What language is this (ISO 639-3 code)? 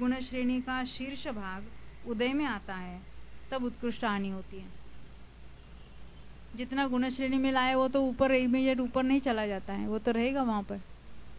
hin